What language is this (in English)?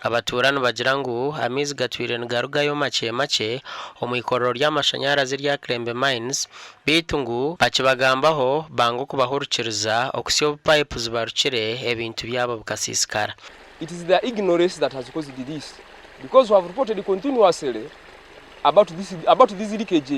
Nyankole